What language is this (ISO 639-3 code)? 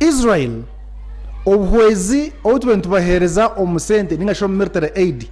nyn